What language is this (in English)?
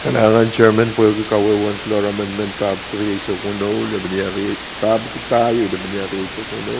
Pohnpeian